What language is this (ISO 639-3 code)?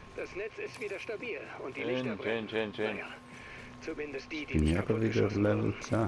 gsw